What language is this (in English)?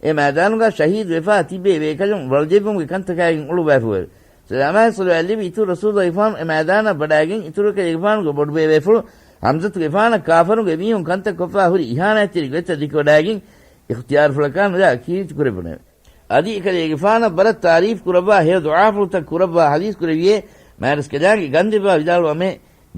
Divehi